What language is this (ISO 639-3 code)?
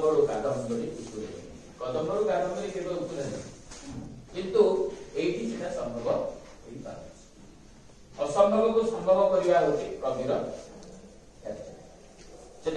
ori